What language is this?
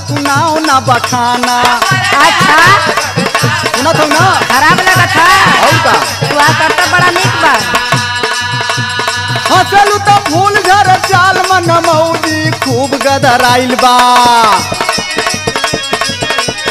Bhojpuri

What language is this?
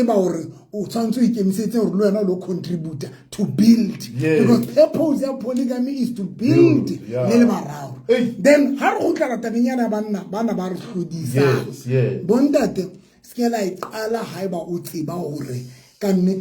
Southern Sotho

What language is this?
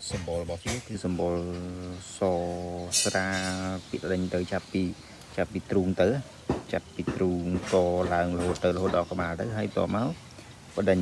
Khmer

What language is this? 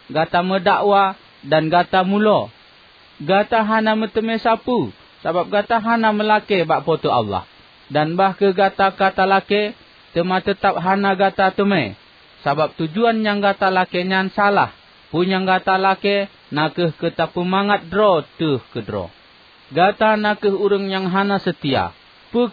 Achinese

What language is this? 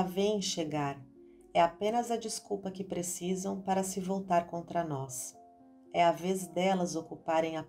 Portuguese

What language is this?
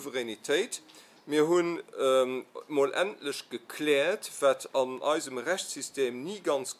Luxembourgish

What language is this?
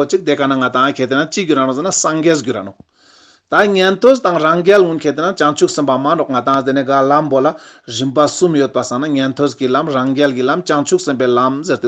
Ladakhi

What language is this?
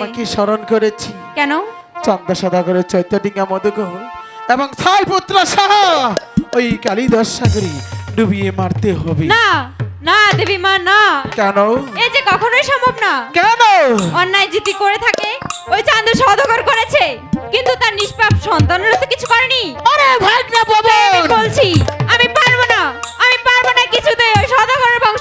Bangla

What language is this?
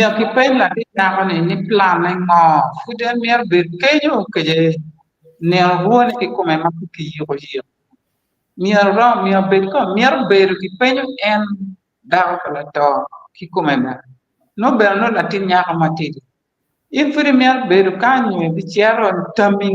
Acoli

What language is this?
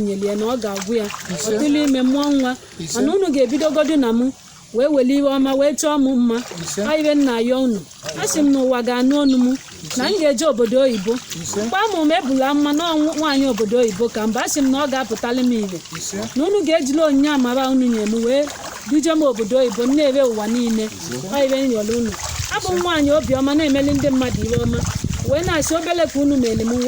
Igbo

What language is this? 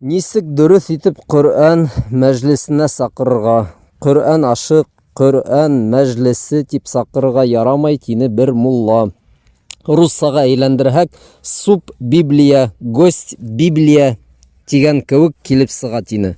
Bashkir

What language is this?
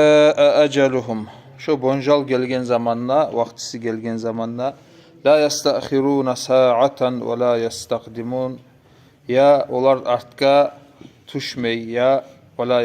Kumyk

